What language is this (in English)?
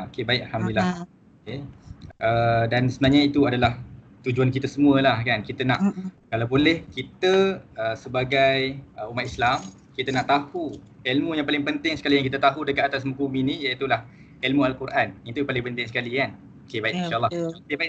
Malay